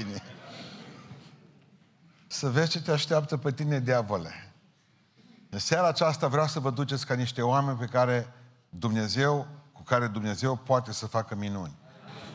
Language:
Romanian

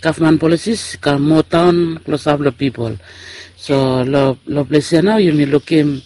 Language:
Bislama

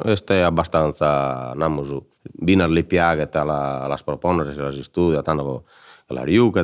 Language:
Sardinian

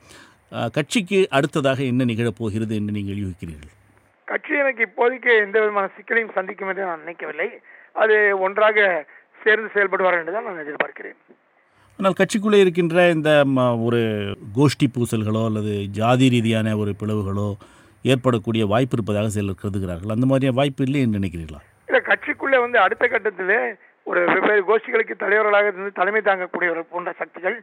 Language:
Tamil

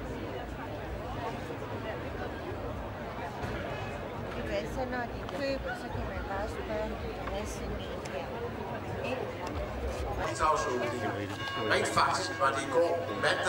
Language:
Danish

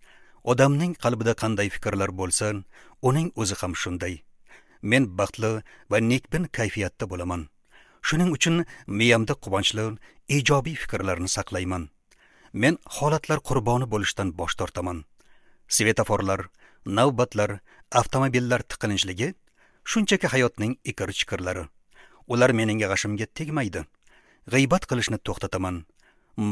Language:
Uzbek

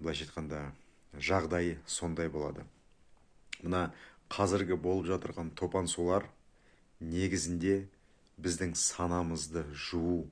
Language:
Kazakh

